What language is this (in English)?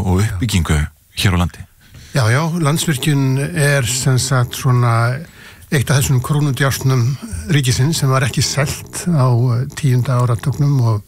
Icelandic